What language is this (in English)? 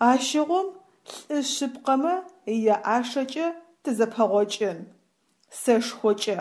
Adyghe